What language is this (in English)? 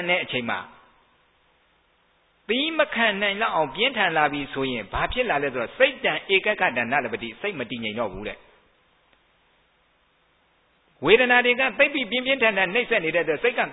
Burmese